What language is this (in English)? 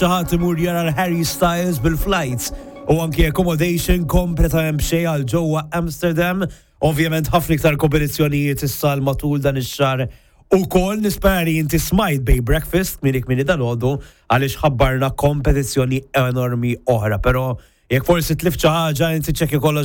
Maltese